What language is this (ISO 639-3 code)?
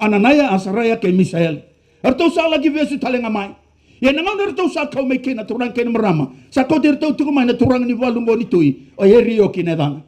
fij